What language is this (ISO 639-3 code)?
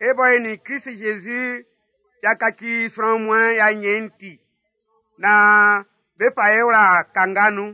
bci